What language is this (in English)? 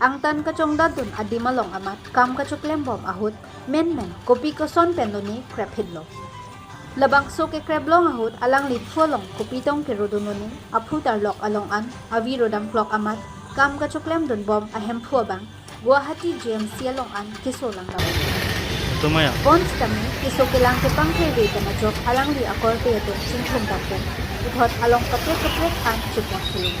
Karbi